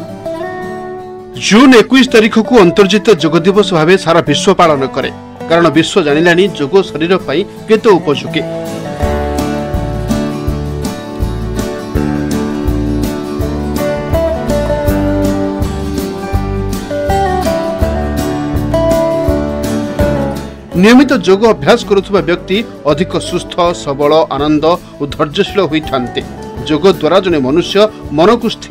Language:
Odia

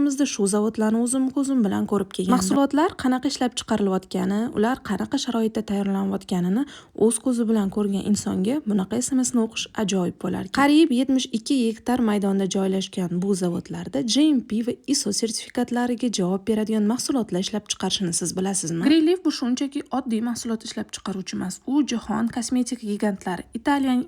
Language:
Uzbek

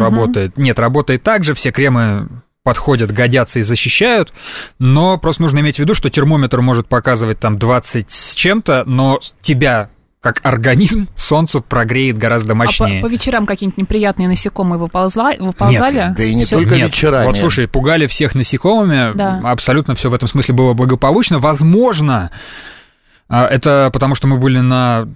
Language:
Russian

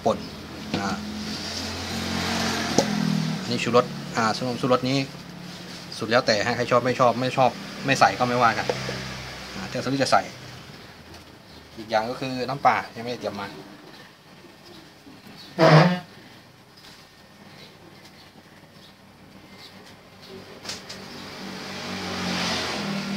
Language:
Thai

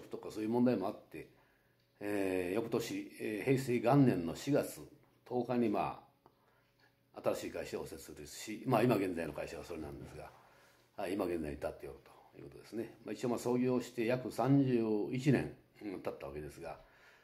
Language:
Japanese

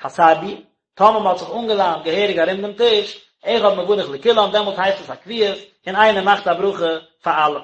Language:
Yiddish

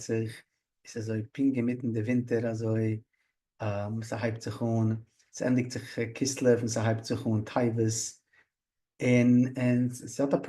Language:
Yiddish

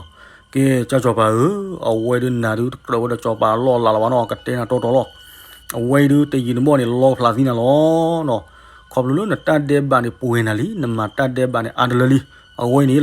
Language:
S'gaw Karen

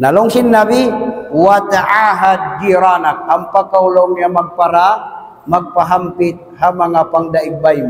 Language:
Tausug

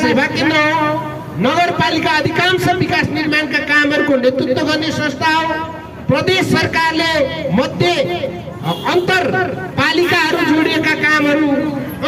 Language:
Nepali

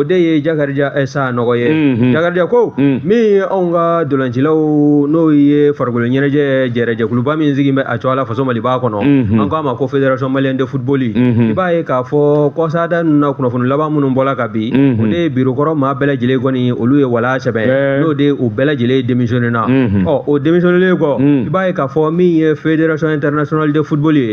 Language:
Bambara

